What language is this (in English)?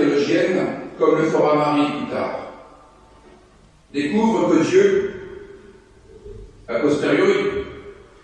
French